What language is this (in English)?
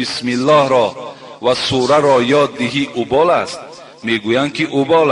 Tajik